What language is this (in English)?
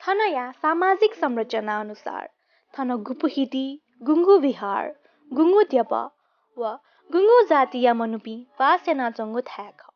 Newari